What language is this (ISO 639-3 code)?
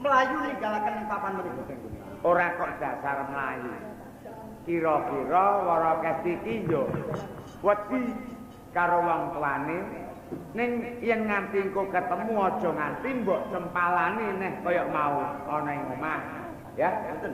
jav